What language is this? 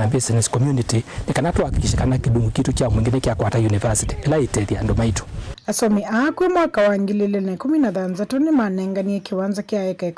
Kamba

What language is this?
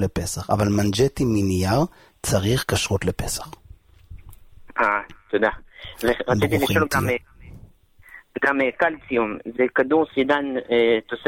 Hebrew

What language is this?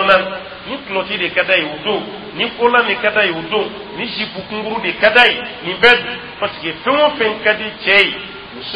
Dyula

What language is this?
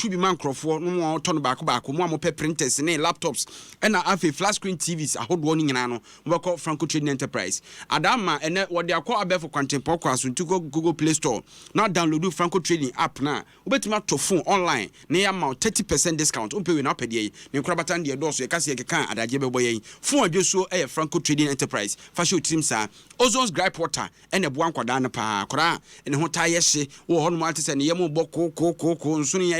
Akan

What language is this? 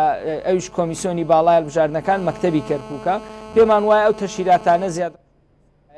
Central Kurdish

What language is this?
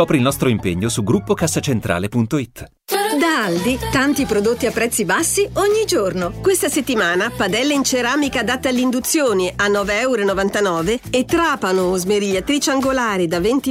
Italian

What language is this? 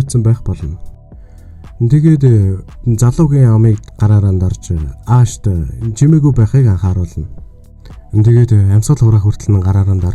Mongolian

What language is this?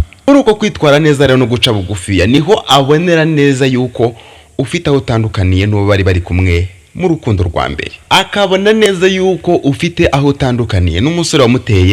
Kinyarwanda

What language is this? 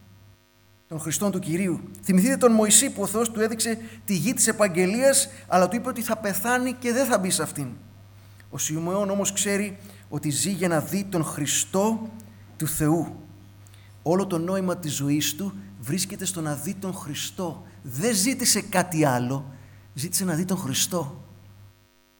Greek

